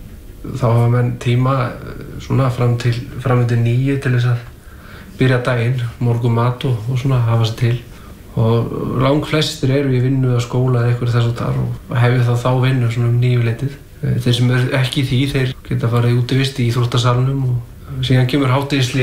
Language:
Icelandic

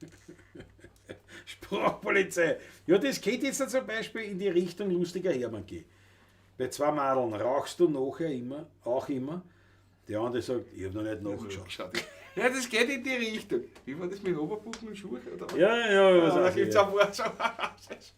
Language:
Bavarian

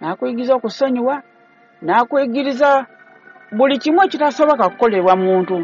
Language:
Ganda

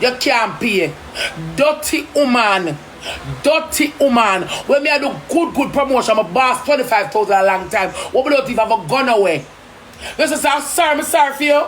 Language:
Jamaican Creole English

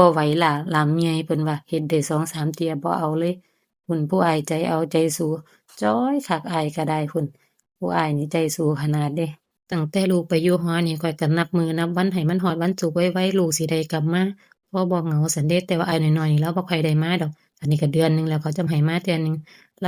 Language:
Lao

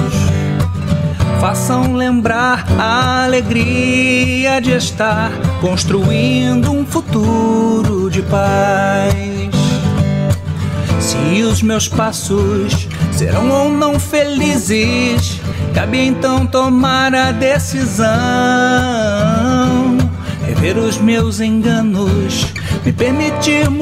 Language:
Portuguese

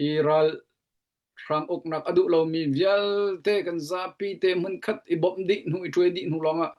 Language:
Hakha Chin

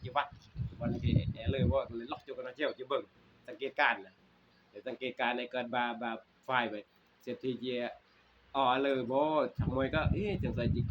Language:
Northeastern Thai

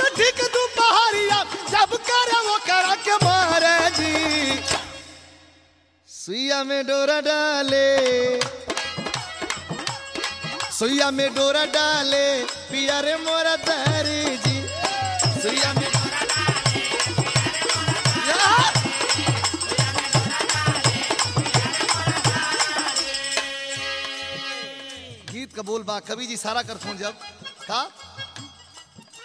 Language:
Bhojpuri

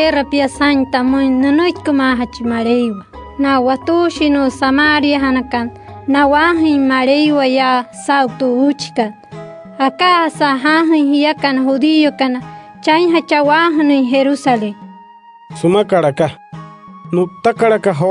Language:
Wayuu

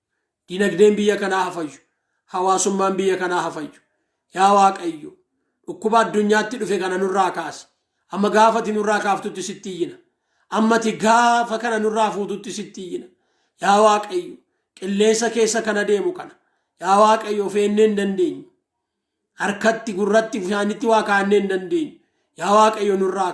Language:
Oromo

